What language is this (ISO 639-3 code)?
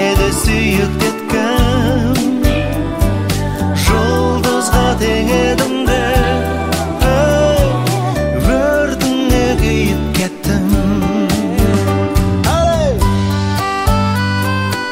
kaz